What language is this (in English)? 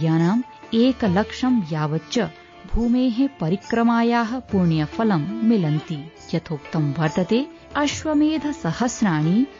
Sanskrit